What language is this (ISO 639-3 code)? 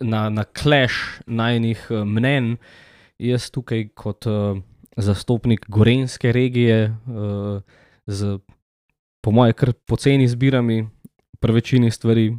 slv